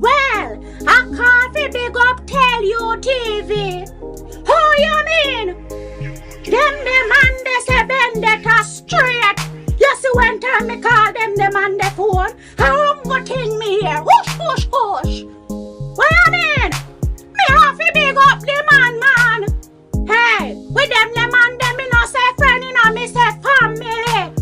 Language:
Jamaican Creole English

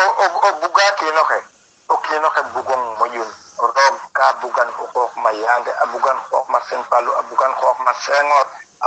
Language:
Serer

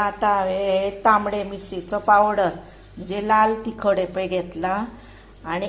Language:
Konkani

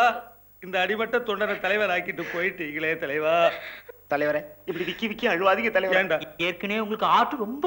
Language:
Tamil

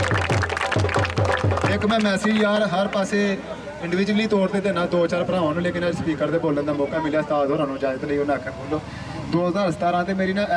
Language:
Punjabi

